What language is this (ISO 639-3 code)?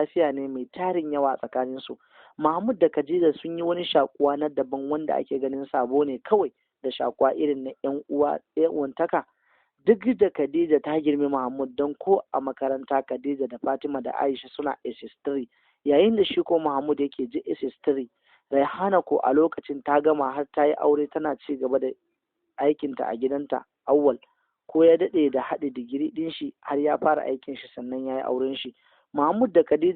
hau